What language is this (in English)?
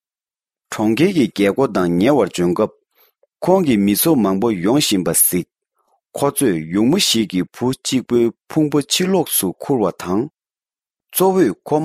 Tibetan